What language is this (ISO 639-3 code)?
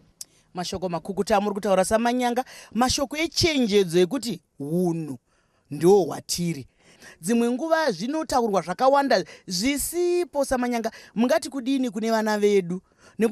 sna